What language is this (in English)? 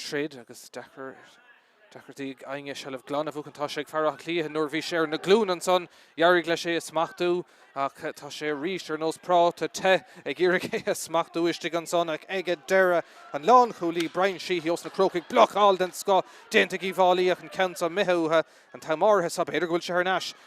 Irish